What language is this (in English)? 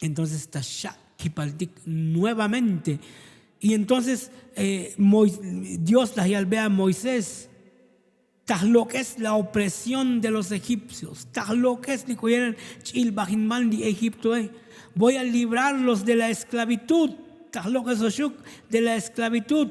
Tzotzil